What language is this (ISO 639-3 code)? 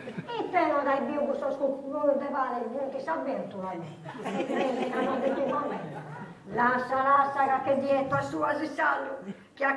srd